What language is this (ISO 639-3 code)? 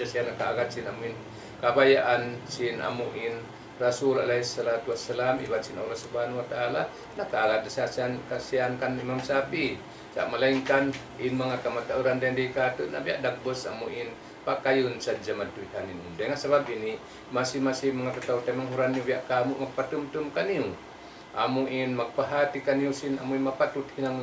tsg